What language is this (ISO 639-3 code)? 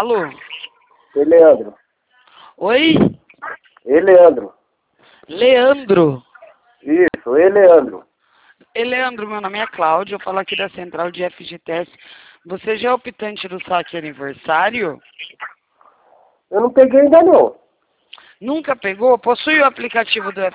por